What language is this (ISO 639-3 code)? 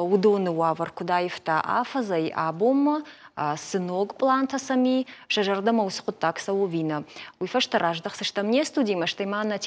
oss